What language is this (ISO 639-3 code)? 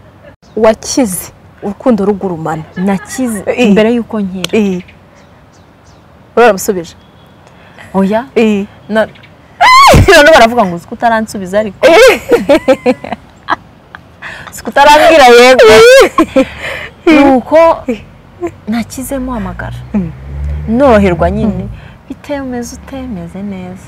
kin